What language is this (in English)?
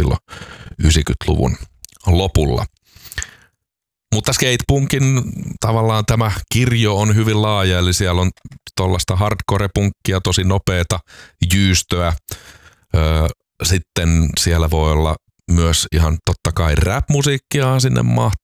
Finnish